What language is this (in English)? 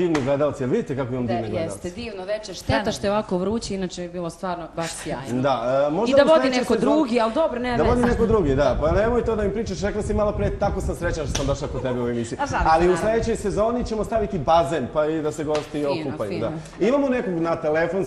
Serbian